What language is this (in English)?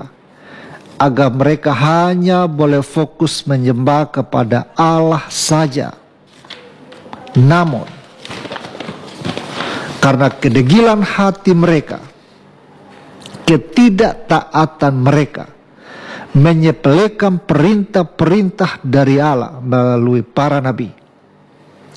Indonesian